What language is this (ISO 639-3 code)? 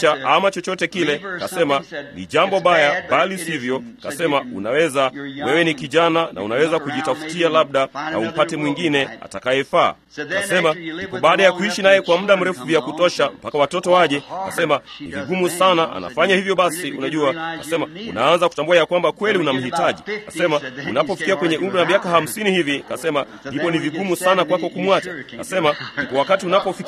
swa